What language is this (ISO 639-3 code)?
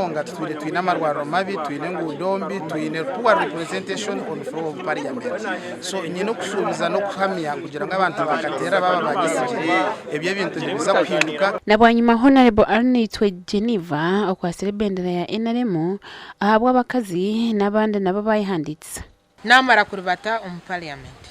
nyn